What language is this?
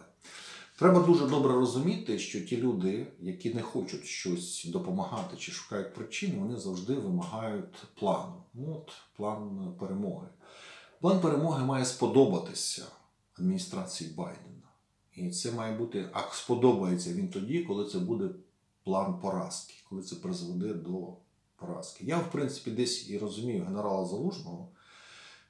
Ukrainian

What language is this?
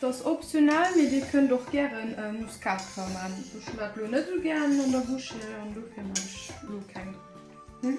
Luxembourgish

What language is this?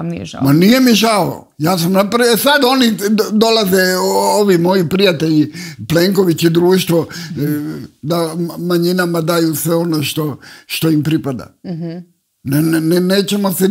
Croatian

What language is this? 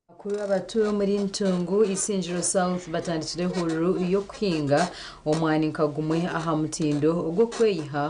Nyankole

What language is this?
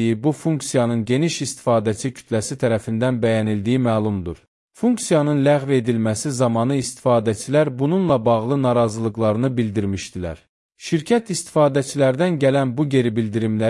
Azerbaijani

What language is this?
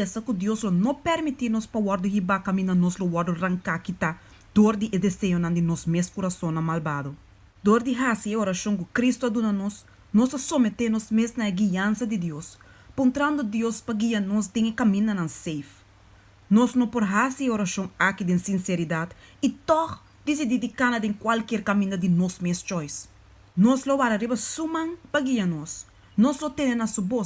Papiamento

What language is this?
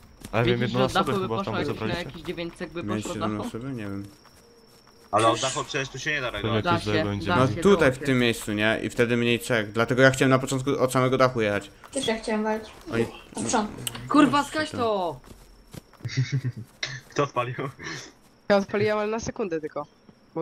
Polish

